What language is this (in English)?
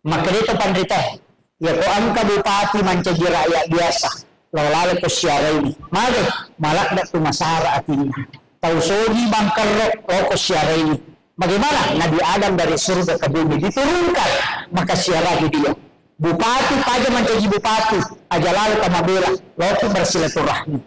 Buginese